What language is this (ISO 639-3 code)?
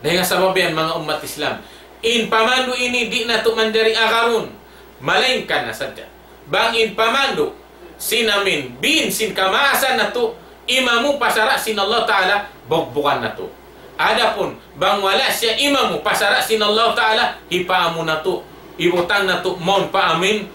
tsg